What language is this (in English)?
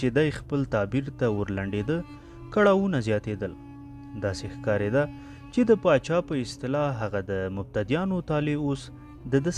Pashto